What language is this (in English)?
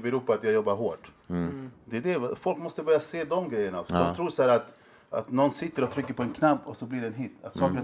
Swedish